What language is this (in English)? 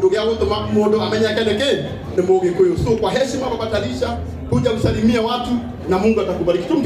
Kikuyu